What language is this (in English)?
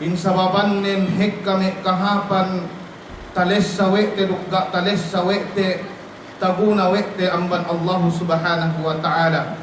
Yakan